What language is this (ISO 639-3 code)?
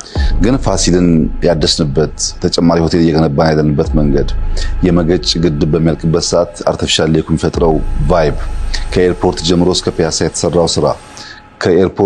amh